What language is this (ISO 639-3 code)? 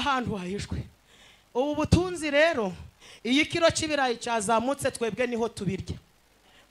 kin